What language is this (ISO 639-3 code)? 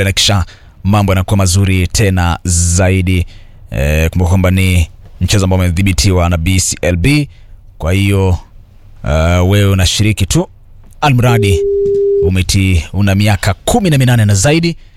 swa